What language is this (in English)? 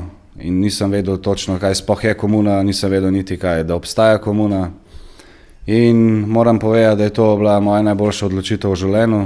Slovenian